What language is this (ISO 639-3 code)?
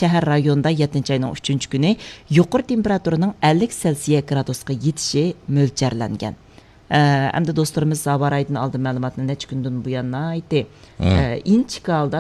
uig